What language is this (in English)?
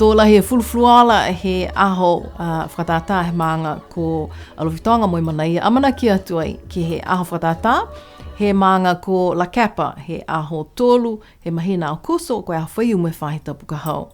Niuean